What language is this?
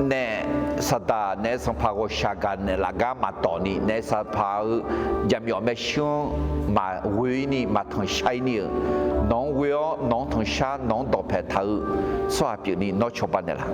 Akha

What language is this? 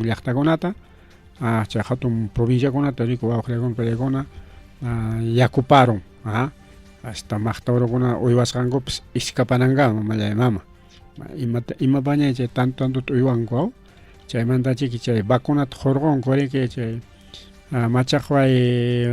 Ayacucho Quechua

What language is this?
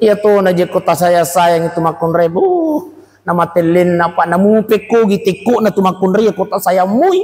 Buginese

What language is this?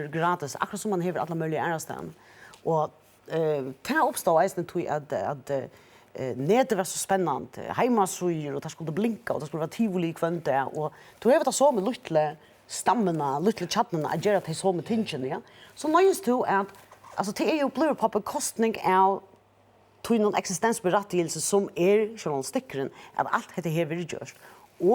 Faroese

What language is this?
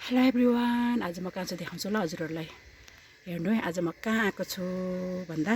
Nepali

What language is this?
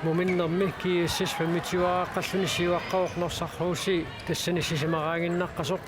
Kalaallisut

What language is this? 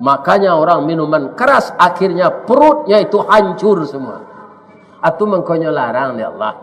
Minangkabau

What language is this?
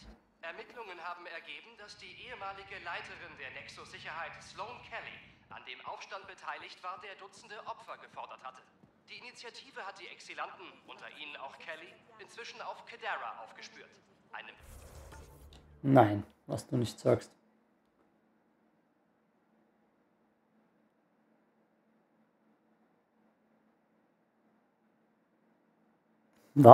German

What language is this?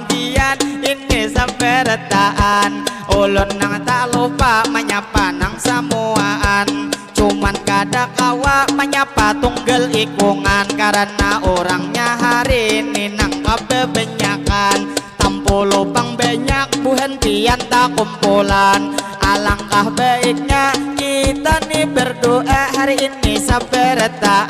Banjar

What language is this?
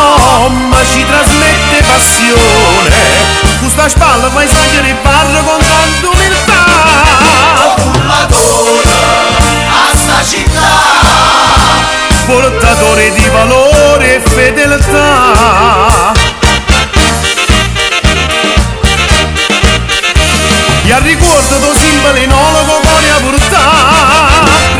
Italian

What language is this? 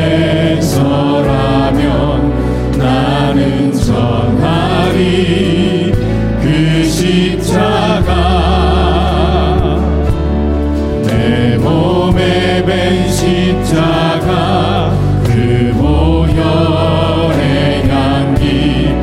Korean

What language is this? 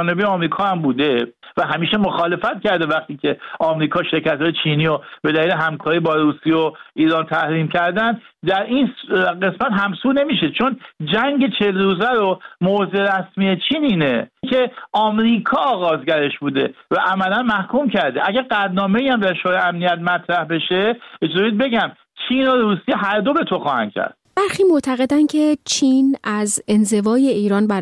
Persian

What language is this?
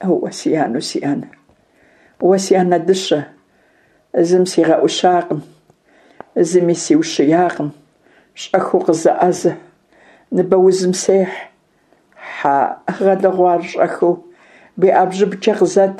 Kabardian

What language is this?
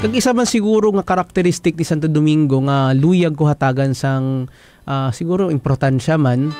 Hiligaynon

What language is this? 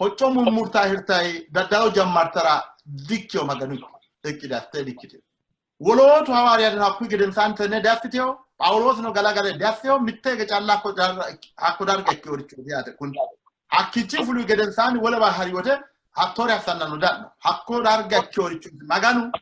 Sidamo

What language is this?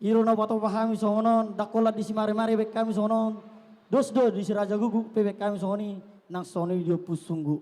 Batak Toba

